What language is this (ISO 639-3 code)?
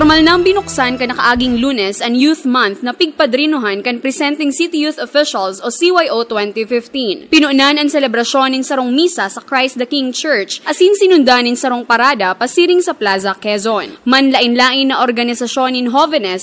bik